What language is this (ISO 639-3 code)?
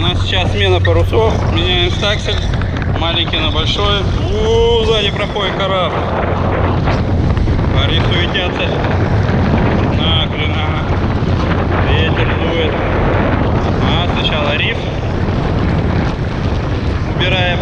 rus